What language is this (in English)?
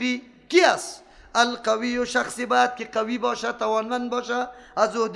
Persian